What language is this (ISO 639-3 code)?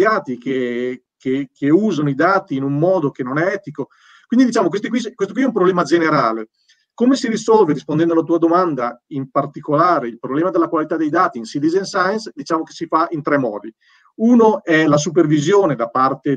ita